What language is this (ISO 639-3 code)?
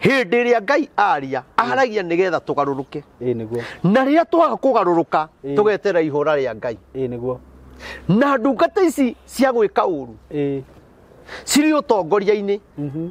kik